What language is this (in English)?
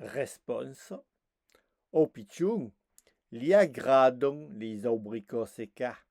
Occitan